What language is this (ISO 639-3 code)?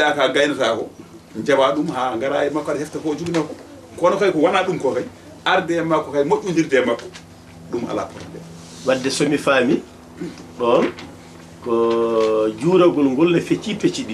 ful